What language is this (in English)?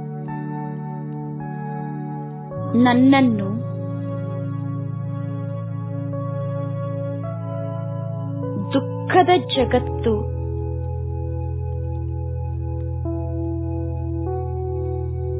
Kannada